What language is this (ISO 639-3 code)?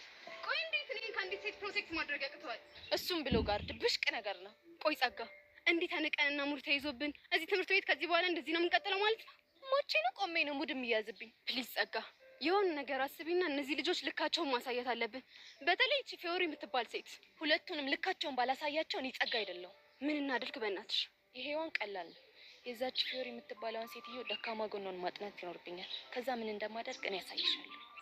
amh